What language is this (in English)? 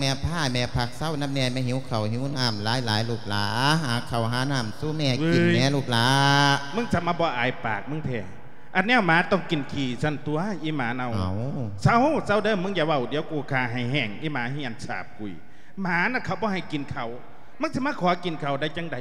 Lao